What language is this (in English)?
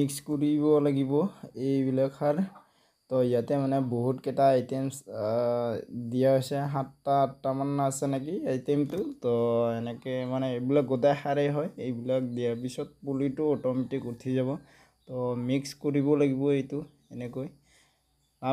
Assamese